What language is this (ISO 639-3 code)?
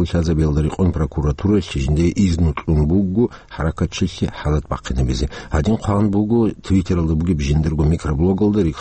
ava